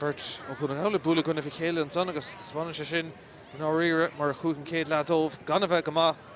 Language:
Irish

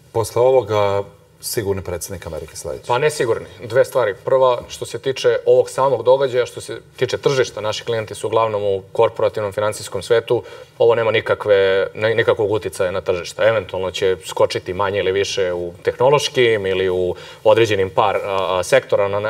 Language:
Serbian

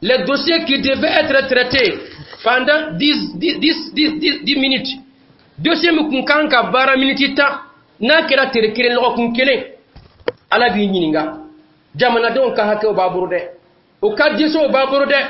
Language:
Dyula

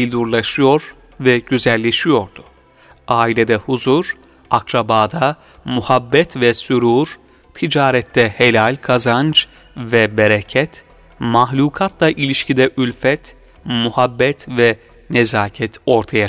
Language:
Turkish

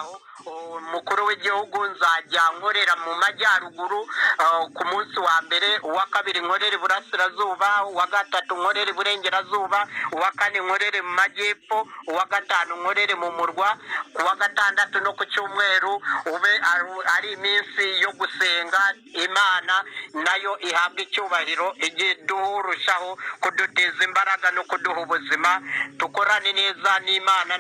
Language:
Kinyarwanda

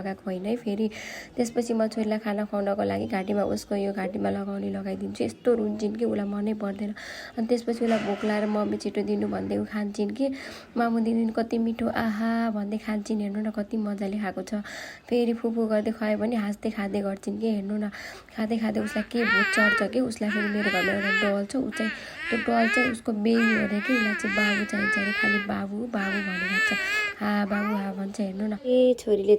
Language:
Nepali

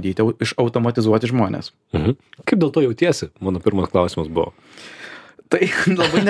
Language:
Lithuanian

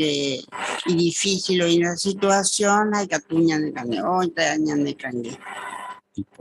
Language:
Guarani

